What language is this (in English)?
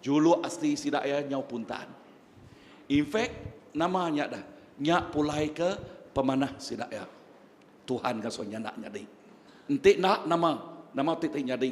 Iban